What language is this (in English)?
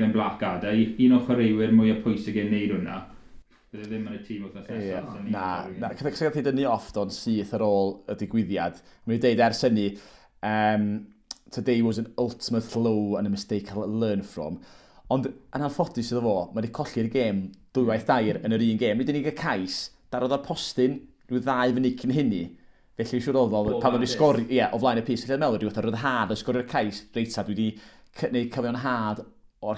Welsh